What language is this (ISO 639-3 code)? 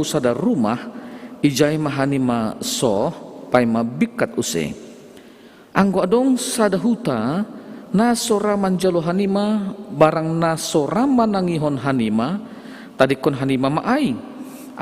bts